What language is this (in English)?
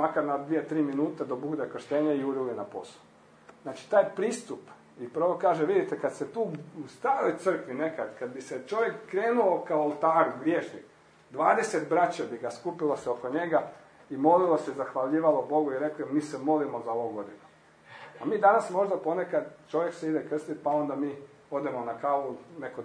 Croatian